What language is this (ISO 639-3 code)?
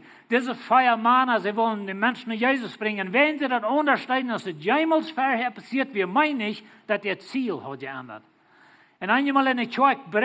pdt